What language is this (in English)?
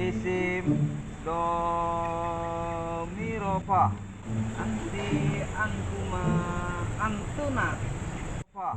Betawi